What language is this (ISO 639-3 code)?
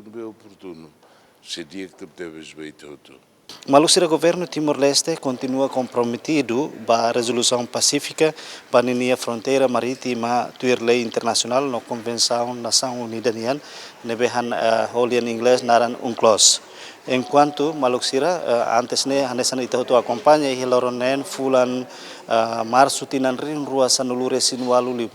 tet